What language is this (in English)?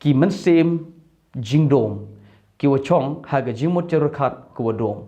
Khasi